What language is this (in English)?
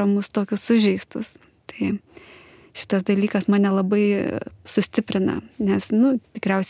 Lithuanian